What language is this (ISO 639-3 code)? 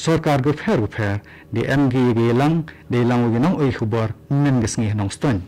kha